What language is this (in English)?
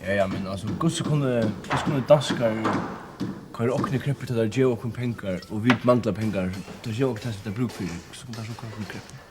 Faroese